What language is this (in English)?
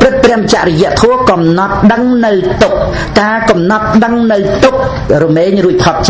Khmer